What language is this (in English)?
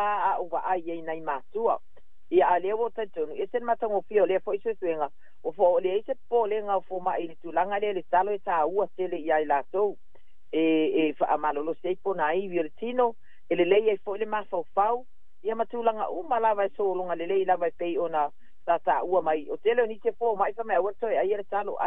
Samoan